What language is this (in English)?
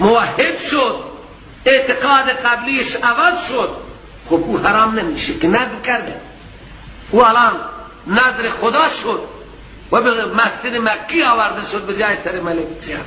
Persian